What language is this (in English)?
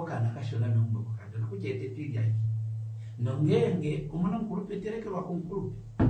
Kuanyama